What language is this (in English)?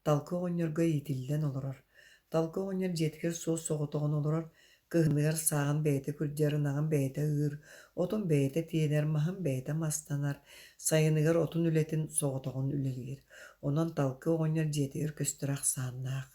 Yakut